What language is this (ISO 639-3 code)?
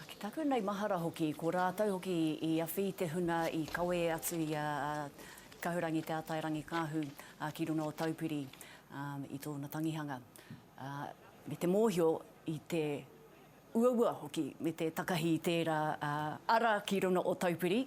mri